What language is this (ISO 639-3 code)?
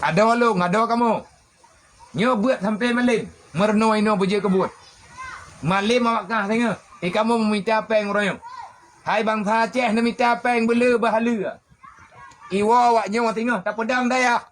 ace